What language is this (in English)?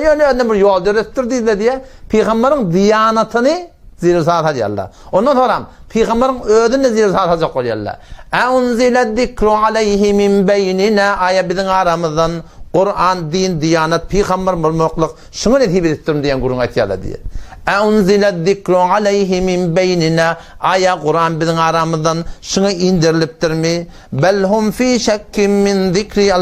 Turkmen